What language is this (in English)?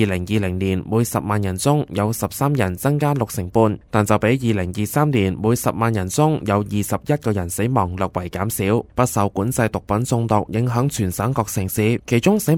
Cantonese